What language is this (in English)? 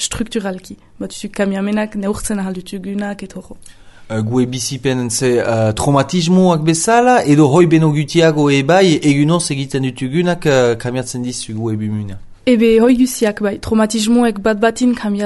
Basque